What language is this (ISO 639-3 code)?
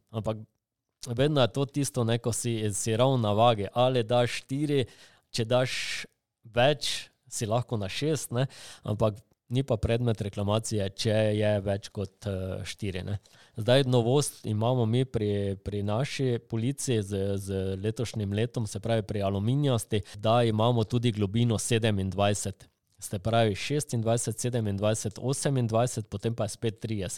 slv